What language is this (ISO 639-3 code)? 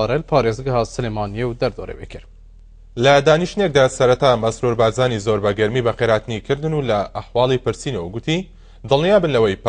ckb